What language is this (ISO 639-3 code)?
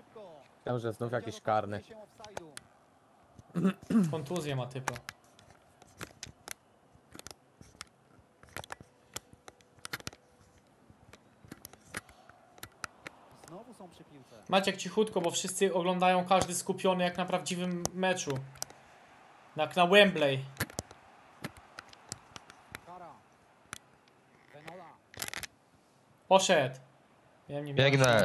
pol